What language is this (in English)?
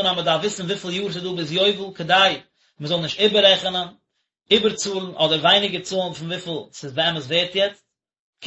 Yiddish